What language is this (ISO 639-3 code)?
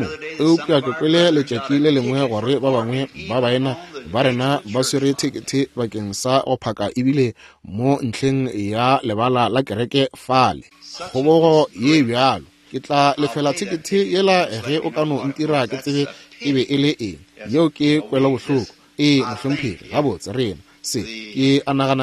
nso